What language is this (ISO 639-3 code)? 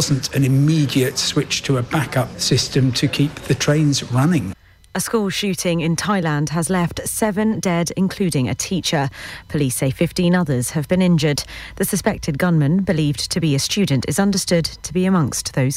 eng